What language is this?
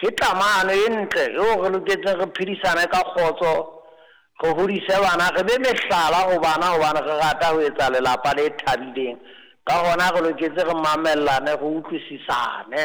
Southern Sotho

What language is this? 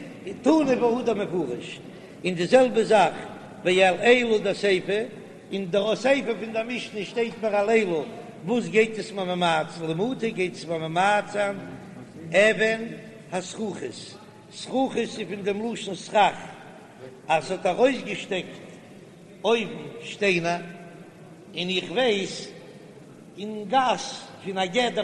Yiddish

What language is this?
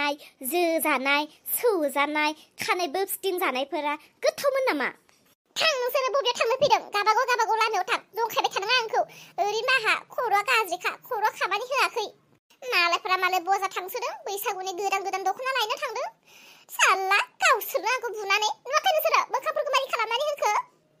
Bodo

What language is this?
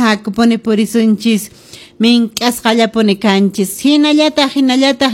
Quechua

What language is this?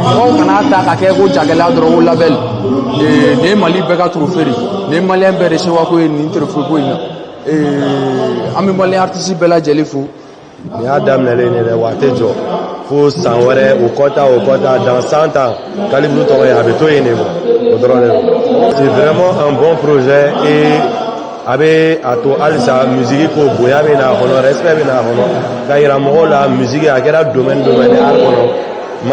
Bambara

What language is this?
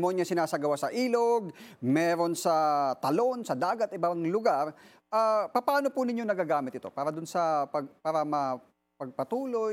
Filipino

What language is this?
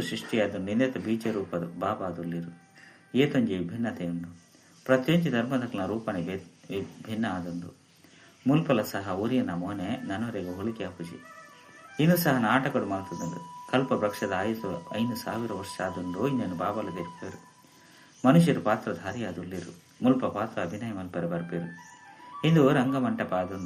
Tulu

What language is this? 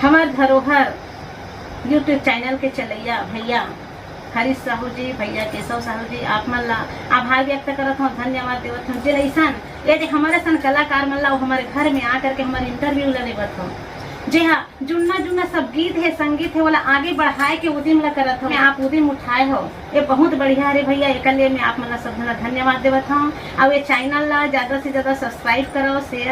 Chhattisgarhi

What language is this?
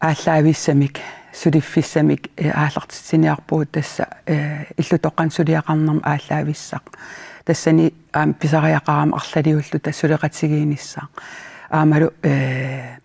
Kalaallisut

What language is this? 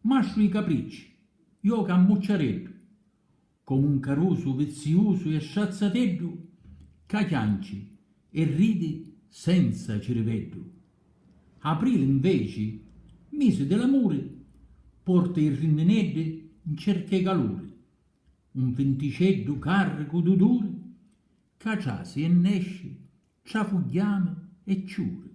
Sicilian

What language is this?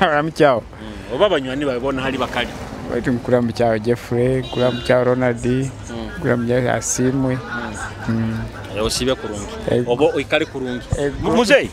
Nyoro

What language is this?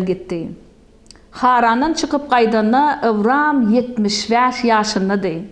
Turkmen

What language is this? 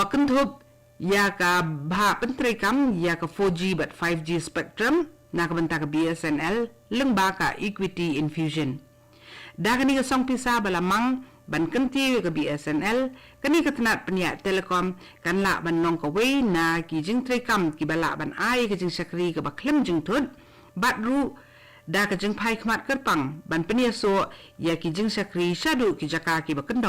Khasi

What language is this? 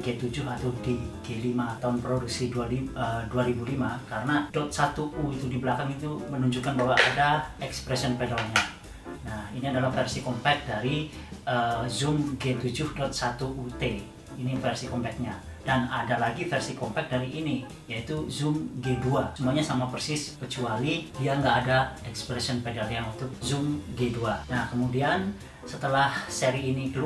Indonesian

